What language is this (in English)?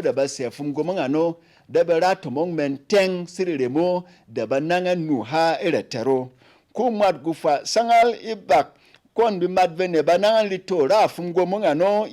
Berom